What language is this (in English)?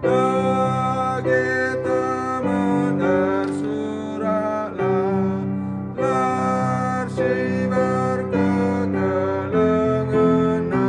Batak Karo